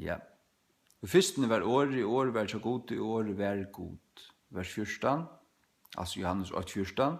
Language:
Faroese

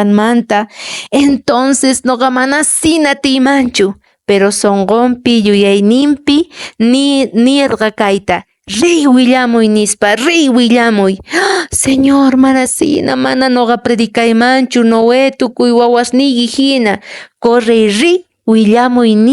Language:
Quechua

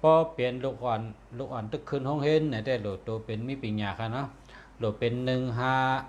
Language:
Shan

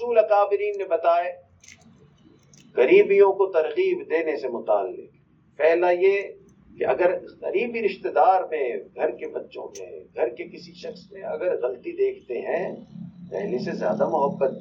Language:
Urdu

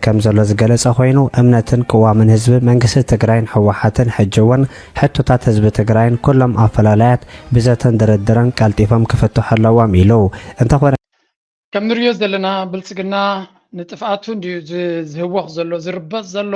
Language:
Tigrinya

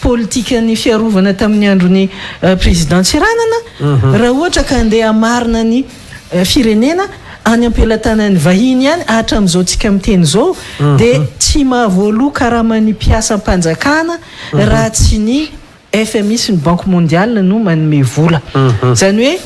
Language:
Malagasy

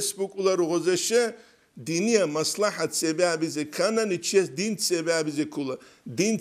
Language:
Avaric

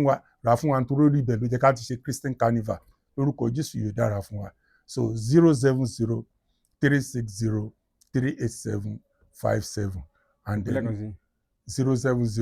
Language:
Yoruba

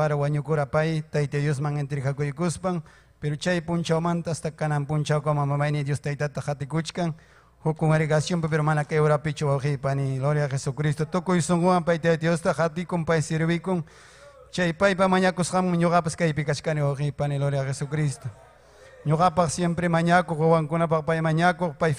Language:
Ayacucho Quechua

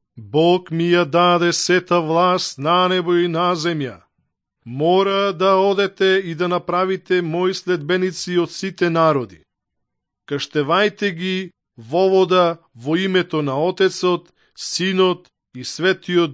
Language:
Macedonian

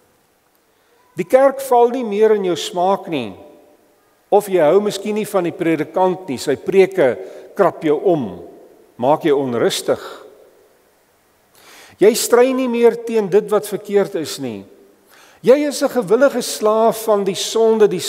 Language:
Afrikaans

